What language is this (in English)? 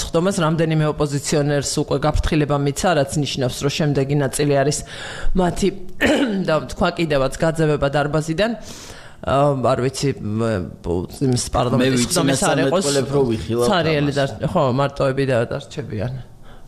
Georgian